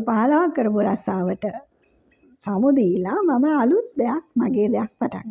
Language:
Sinhala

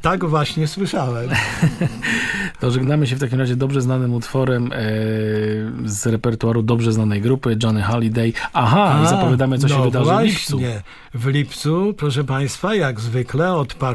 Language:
Polish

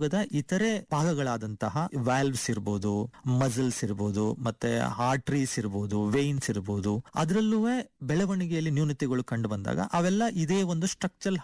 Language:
Kannada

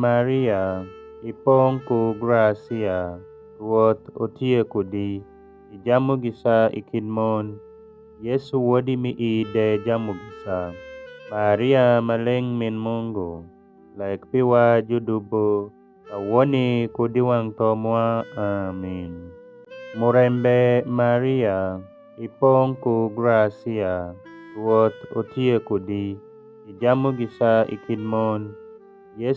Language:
Alur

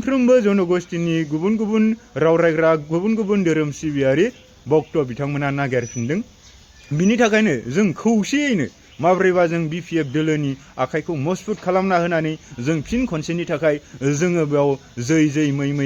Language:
Bodo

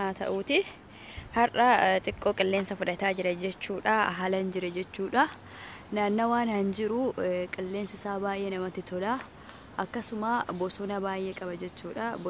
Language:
Oromo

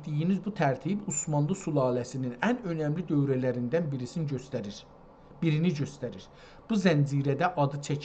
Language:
South Azerbaijani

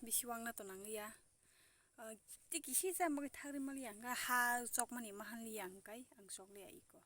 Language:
Kok Borok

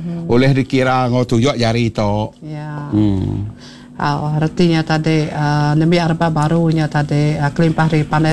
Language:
Iban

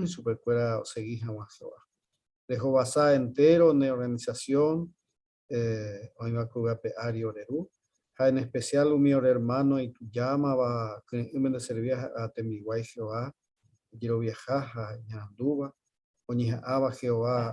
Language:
Guarani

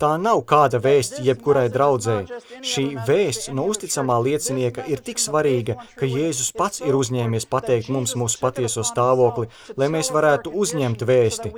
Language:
Latvian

